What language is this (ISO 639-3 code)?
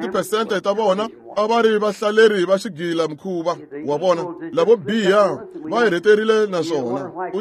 tso